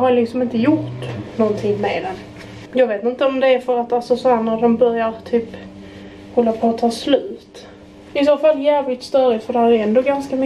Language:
Swedish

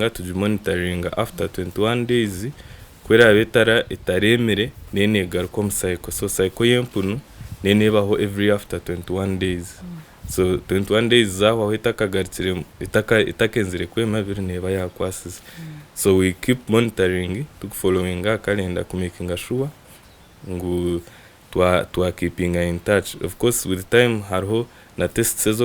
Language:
Nyankole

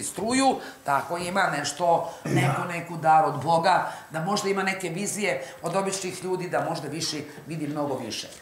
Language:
Bosnian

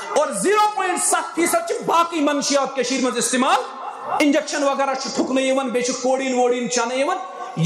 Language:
Kashmiri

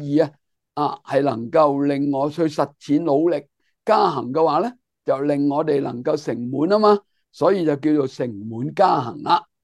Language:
Cantonese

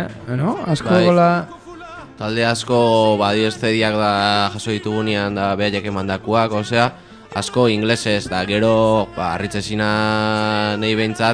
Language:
Basque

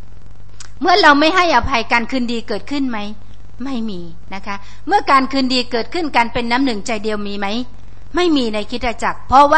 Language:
Thai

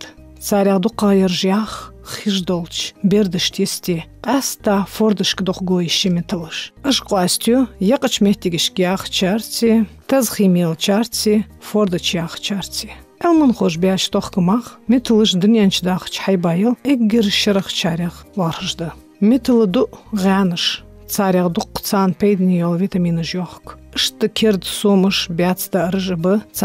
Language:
Ingush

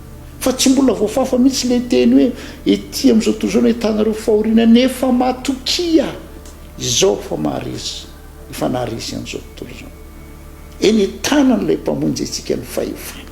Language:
Malagasy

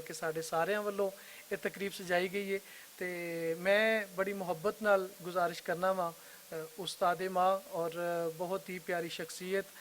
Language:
Western Panjabi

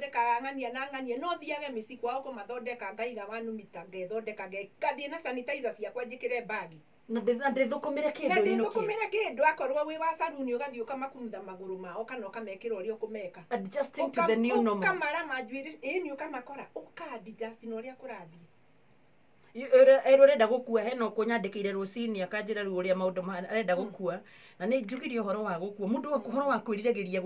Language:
Kikuyu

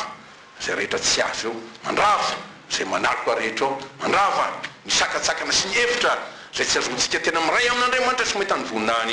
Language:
Malagasy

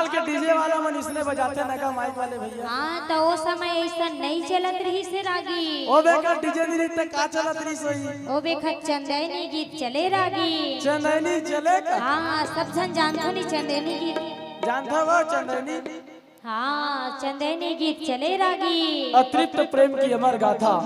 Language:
Chhattisgarhi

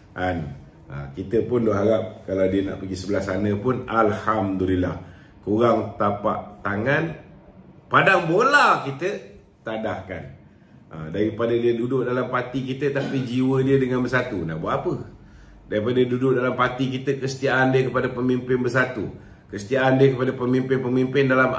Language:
Malay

